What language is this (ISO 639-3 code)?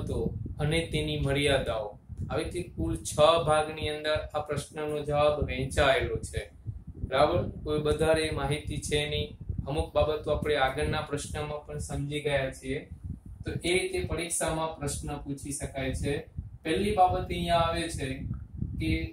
guj